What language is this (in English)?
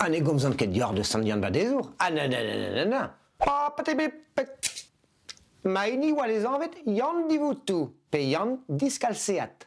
Breton